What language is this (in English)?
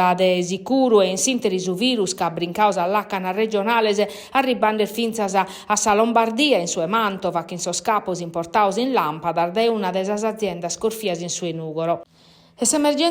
Sardinian